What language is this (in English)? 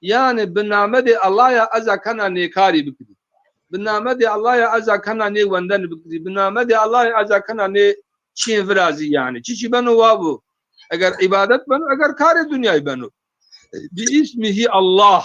Zaza